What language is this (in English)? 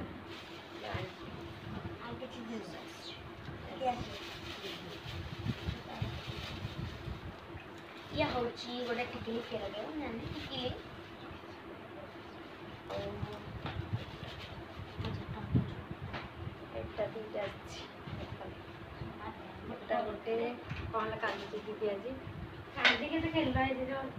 Odia